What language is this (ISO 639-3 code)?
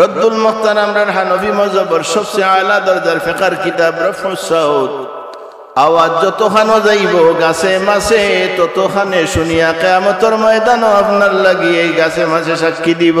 syl